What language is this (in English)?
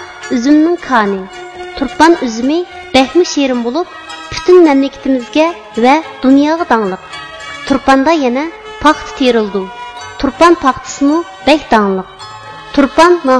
Uyghur